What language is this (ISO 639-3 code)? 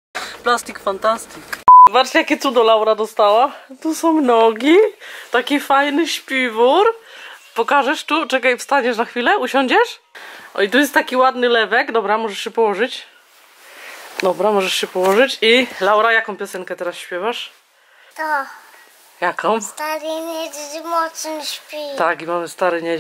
pol